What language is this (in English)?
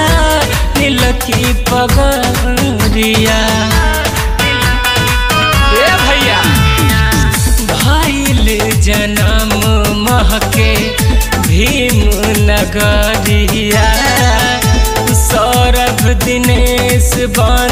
Bhojpuri